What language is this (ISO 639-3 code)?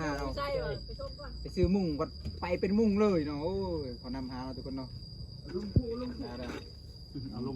lao